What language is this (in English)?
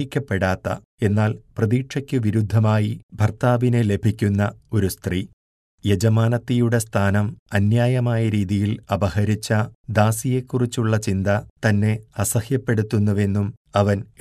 Malayalam